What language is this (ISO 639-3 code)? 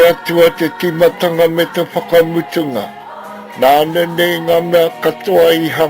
mri